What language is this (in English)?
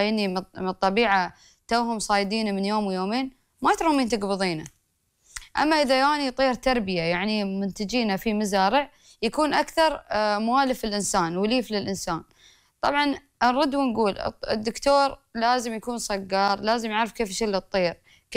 Gulf Arabic